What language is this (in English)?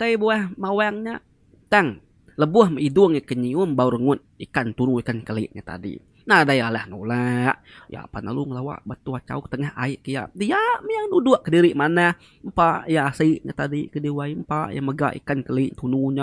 Iban